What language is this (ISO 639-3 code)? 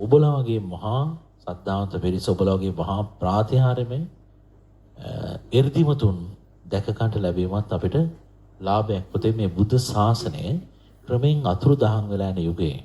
sin